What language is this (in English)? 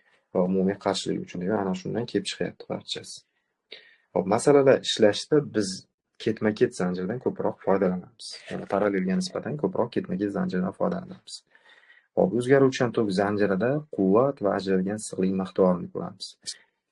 Uzbek